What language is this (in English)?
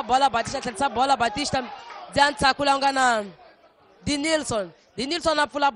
Tsonga